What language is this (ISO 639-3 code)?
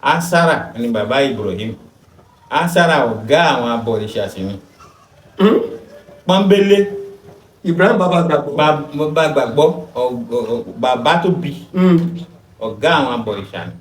yor